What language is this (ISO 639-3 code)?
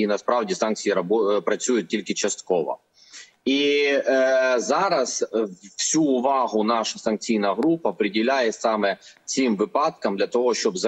ukr